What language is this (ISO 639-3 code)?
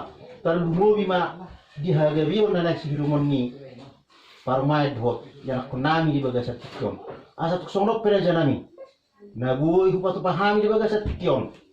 bbc